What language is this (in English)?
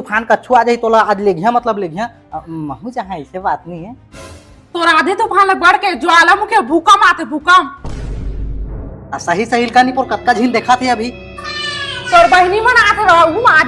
Chhattisgarhi